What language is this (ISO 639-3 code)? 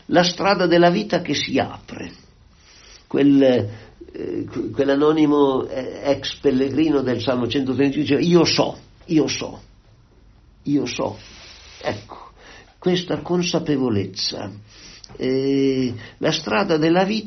ita